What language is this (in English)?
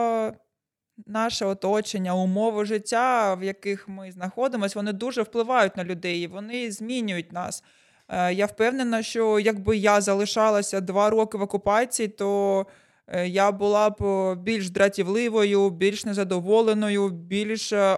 Ukrainian